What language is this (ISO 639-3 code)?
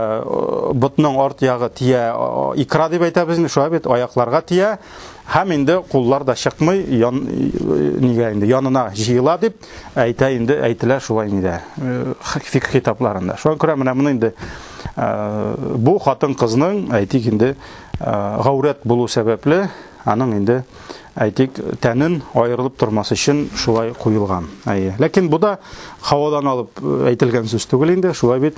tat